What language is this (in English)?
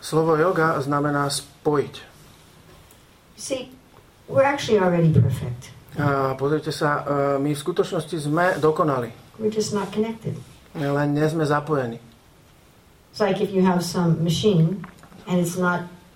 Slovak